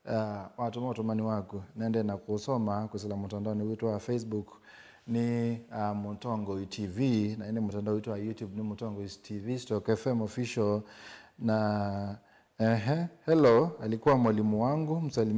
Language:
Kamba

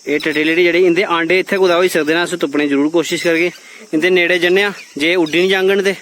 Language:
Dogri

